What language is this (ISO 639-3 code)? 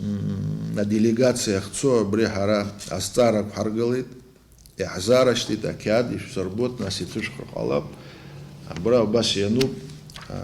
abk